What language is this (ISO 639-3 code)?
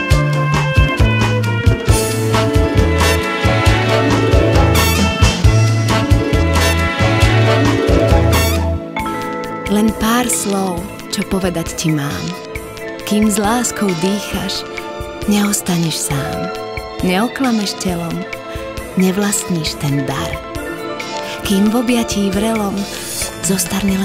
slk